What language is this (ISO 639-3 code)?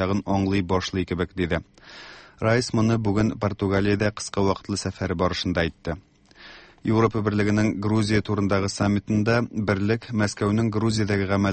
tat